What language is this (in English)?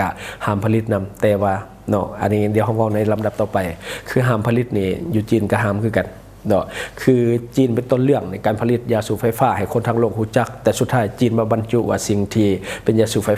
Lao